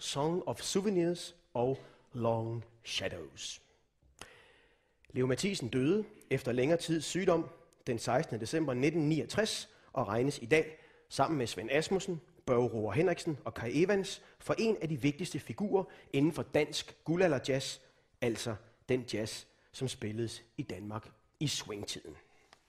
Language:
Danish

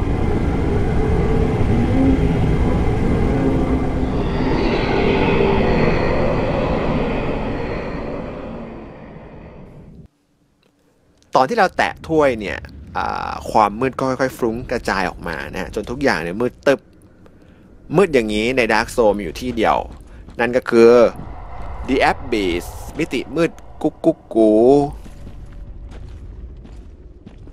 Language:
Thai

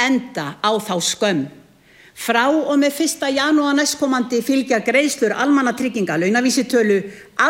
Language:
Icelandic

